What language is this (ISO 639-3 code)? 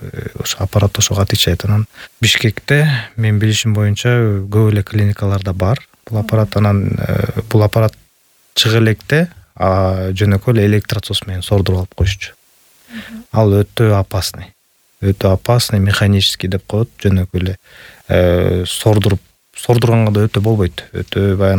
kir